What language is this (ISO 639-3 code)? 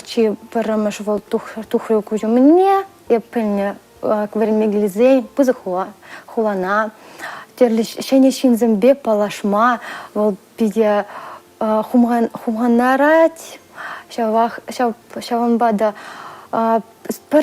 chv